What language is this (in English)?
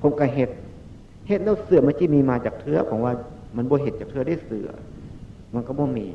Northeastern Thai